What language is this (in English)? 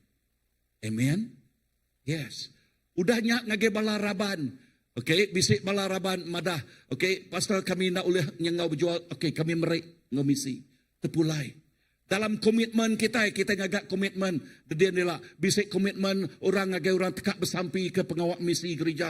Iban